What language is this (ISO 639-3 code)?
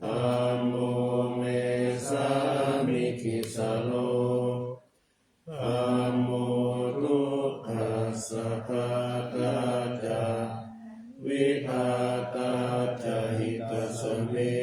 pli